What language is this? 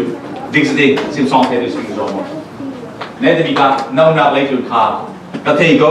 Falam Chin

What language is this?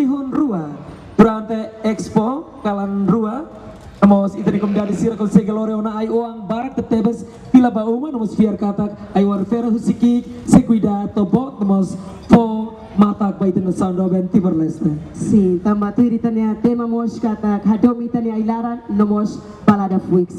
Tetum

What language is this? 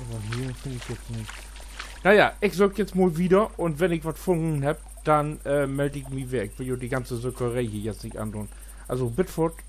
Low German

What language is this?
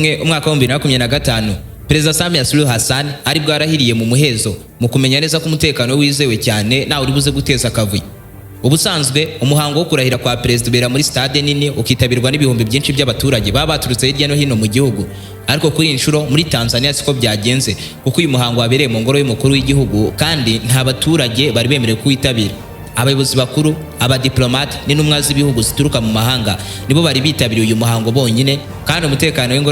Kinyarwanda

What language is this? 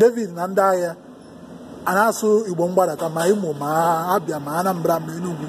Igbo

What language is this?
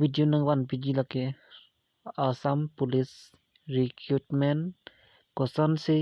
Karbi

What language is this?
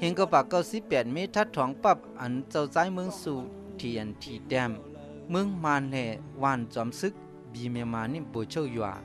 Shan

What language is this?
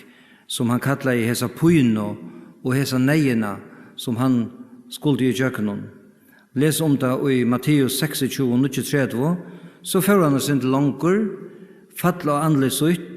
Faroese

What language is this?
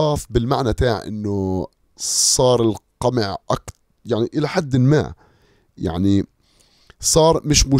North Levantine Arabic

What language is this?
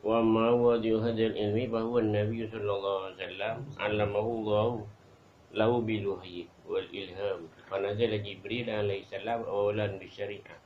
Madurese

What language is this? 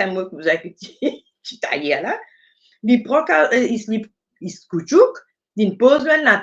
Morisyen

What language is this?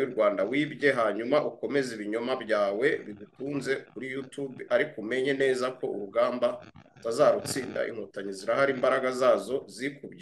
Kinyarwanda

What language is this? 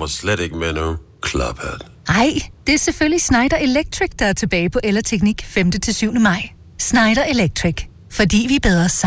Danish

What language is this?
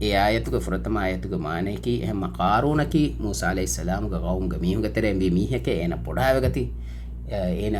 Divehi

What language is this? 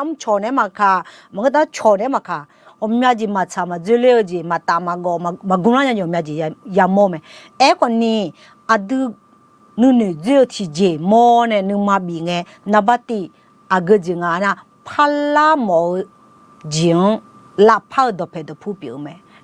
Akha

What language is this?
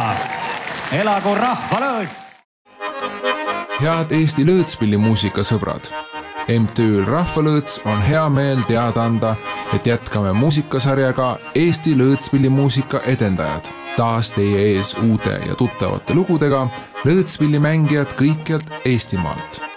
Estonian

